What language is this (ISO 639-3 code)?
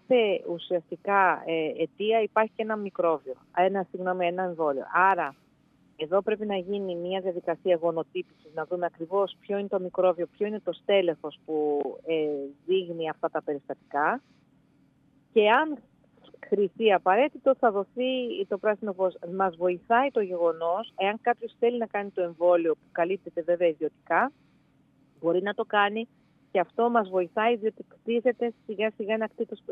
ell